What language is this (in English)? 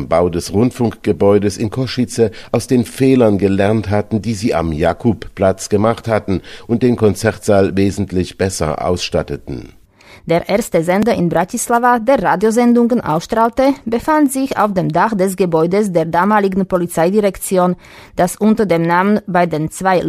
German